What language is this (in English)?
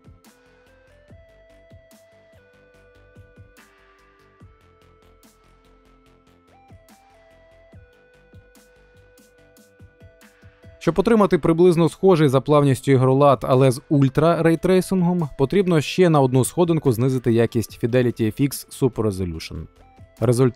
Ukrainian